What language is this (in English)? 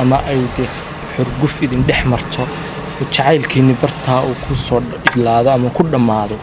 Somali